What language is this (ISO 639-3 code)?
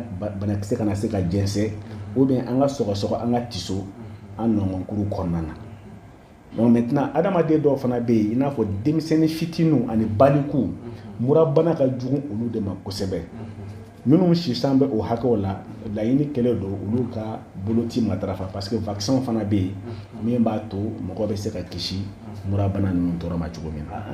bam